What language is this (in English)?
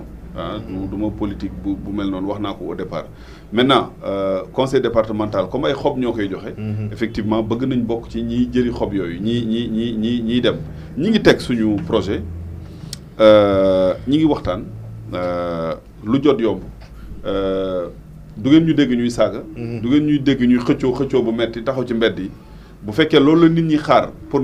Wolof